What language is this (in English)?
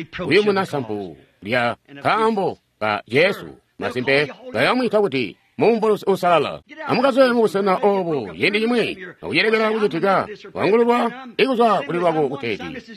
Tonga (Zambia)